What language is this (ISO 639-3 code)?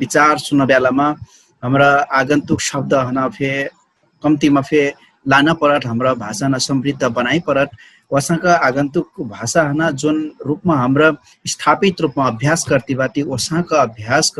thl